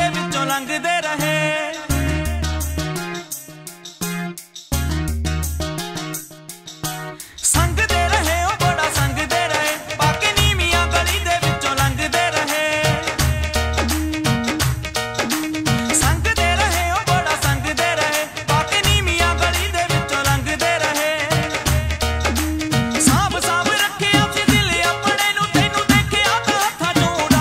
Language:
Punjabi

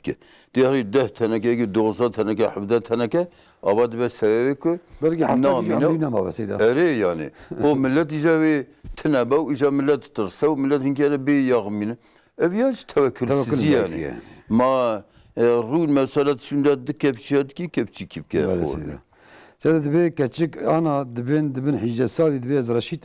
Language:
Kurdish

